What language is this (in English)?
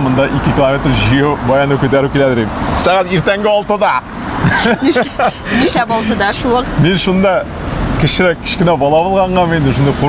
Tatar